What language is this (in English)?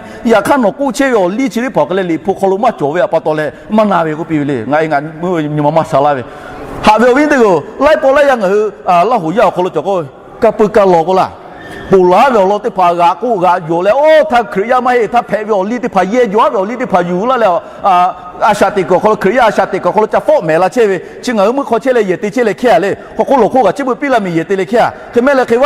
Lahu